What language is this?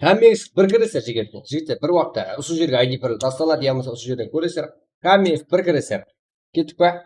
Kara-Kalpak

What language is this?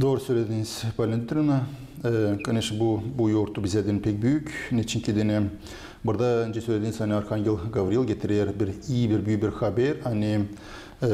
Gagauz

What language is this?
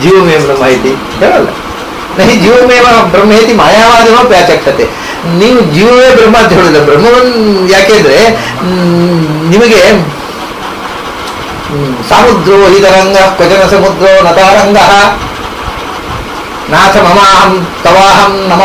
Kannada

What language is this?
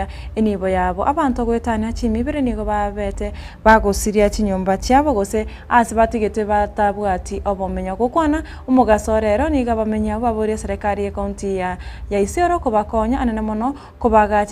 Gusii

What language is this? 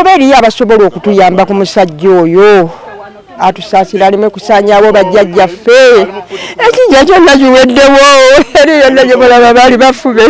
Ganda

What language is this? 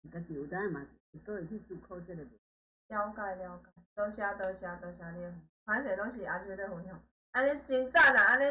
Min Nan Chinese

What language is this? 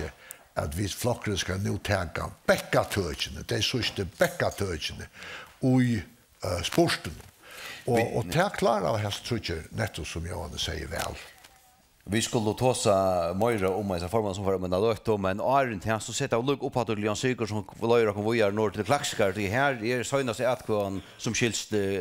Faroese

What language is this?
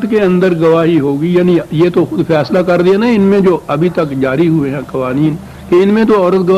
Urdu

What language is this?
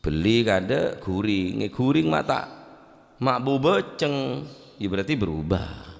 Madurese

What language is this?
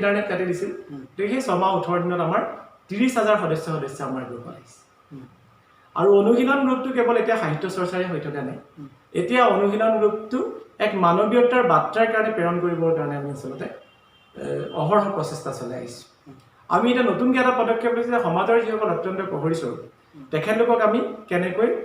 Assamese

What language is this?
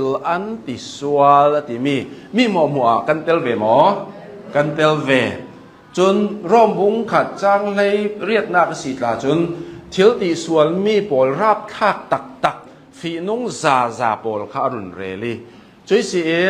Hakha Chin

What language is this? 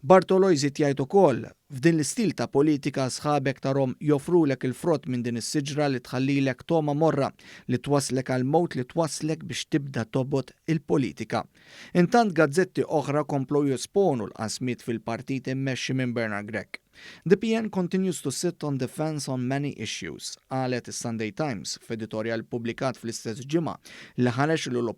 Maltese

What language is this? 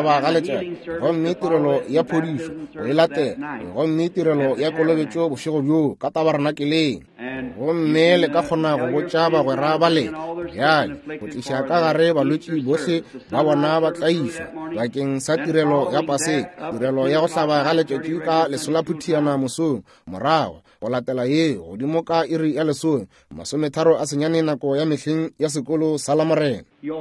Northern Sotho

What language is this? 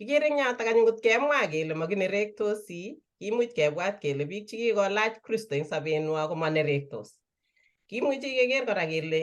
Kalenjin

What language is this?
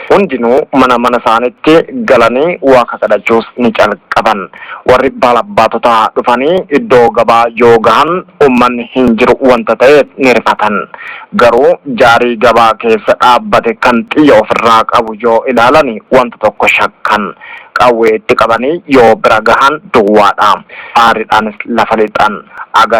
Oromo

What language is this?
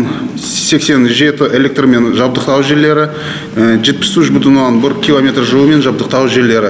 Kazakh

